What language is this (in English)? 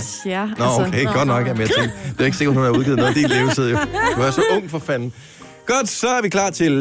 Danish